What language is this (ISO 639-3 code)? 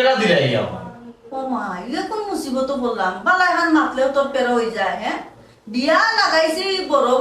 syl